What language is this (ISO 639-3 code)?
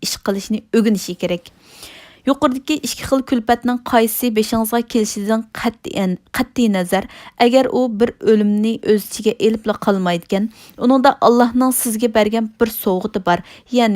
uig